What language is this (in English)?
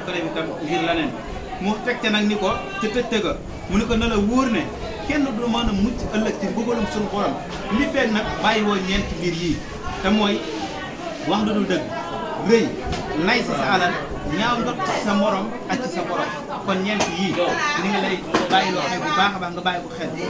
Wolof